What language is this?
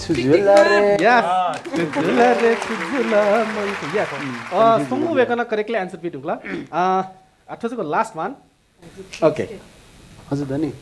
Newari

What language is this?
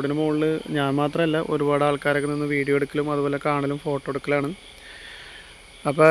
Malayalam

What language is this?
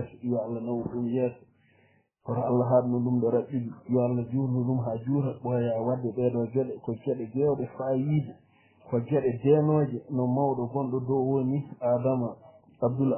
Fula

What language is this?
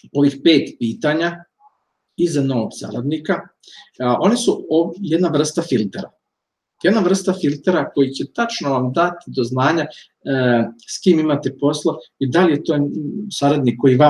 Serbian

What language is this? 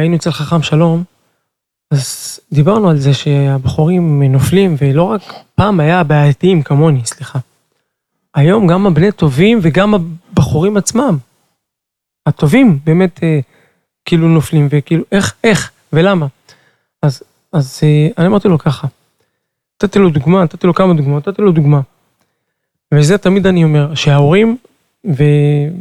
Hebrew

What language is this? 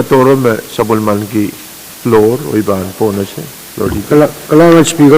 Pohnpeian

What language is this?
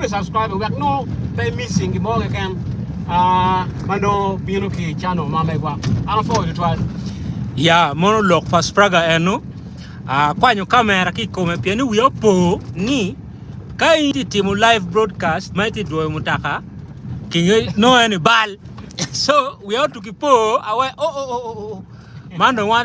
Acoli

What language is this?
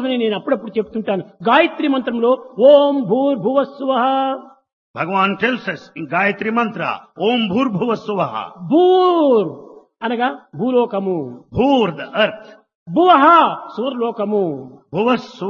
Telugu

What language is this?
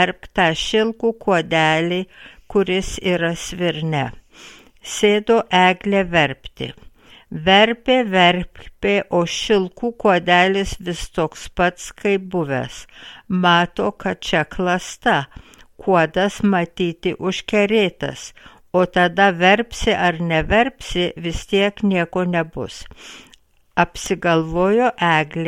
Lithuanian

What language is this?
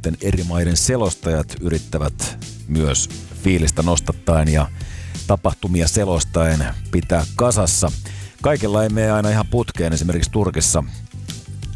Finnish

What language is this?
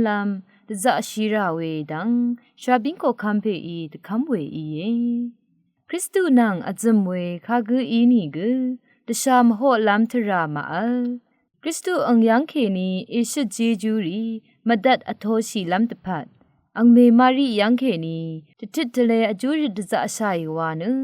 Rawang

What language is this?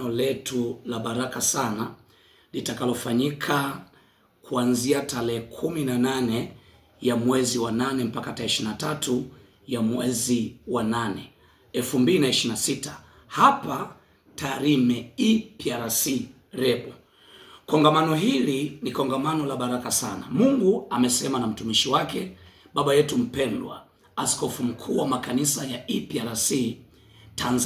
Swahili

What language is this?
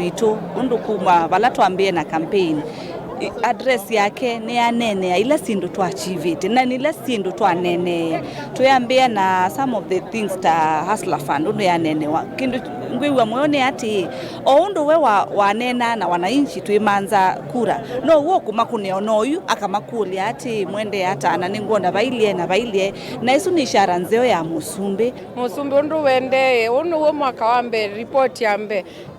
Kamba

